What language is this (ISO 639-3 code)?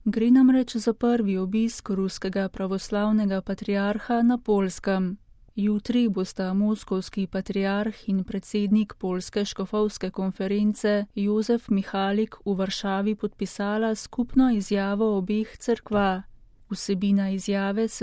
slv